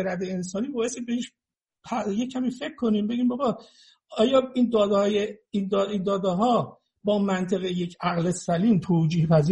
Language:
Persian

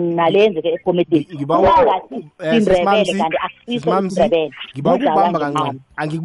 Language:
South Ndebele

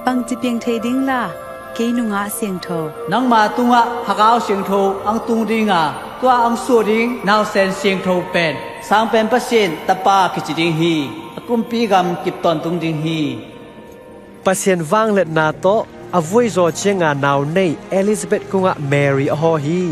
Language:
Tedim Chin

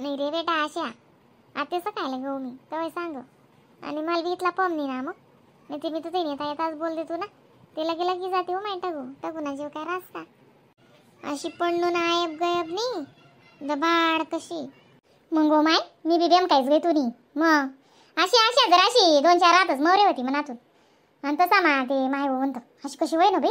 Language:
Khandesi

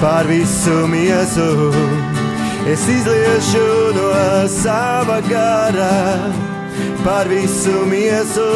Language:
Latvian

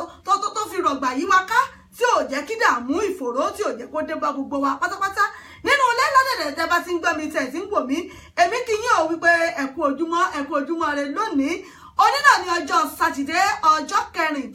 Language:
Yoruba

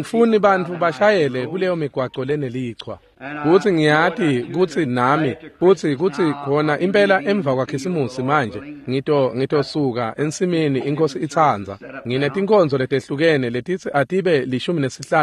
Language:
Swati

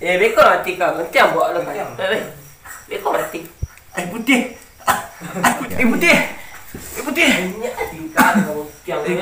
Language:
Minangkabau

